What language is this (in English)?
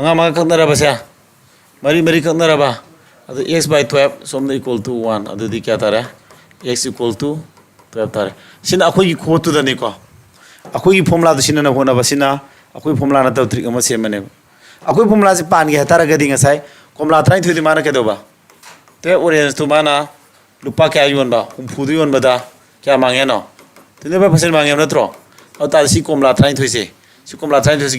Manipuri